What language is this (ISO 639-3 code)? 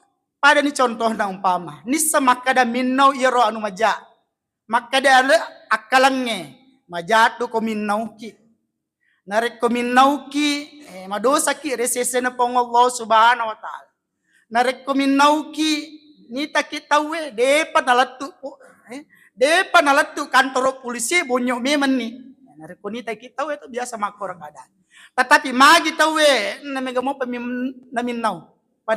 bug